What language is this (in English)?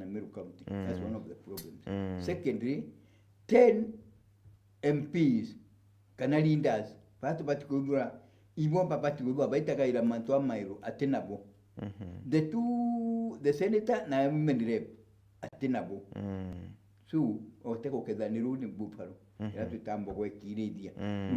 Meru